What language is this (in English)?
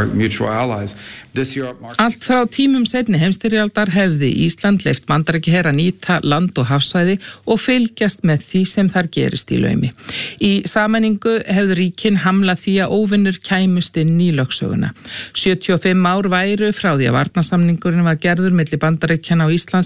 Icelandic